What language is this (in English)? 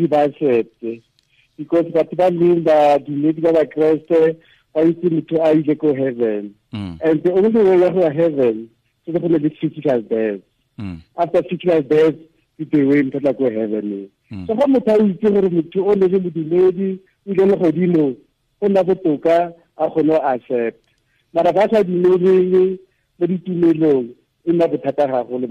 Tswana